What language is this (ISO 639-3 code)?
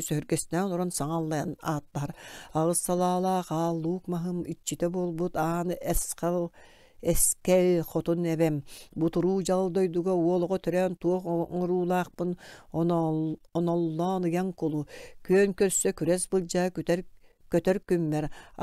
sah